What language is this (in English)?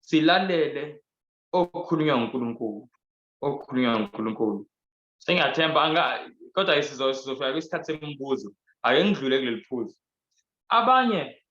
Zulu